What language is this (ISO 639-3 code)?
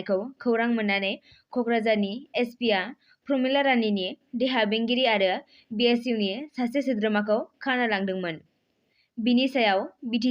brx